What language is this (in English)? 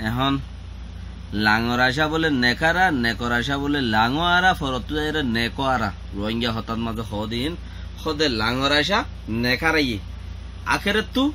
Rohingya